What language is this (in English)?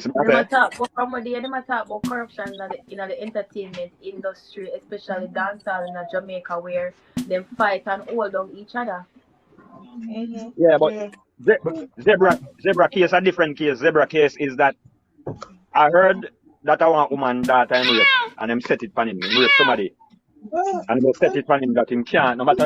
Jamaican Creole English